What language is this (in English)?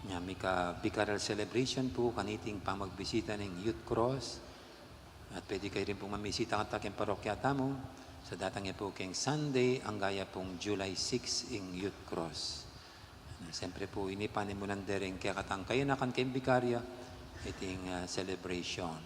Pampanga